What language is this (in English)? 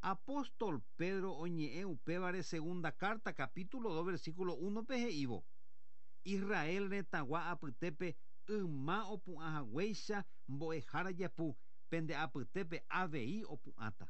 Guarani